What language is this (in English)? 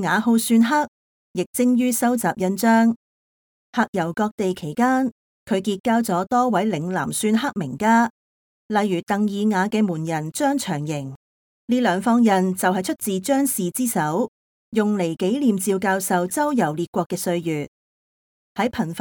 Cantonese